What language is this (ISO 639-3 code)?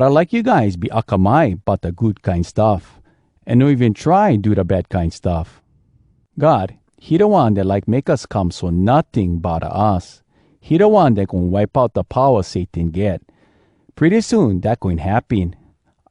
hwc